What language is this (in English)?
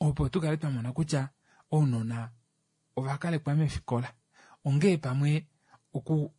Kuanyama